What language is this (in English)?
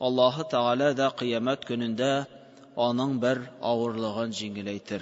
Tatar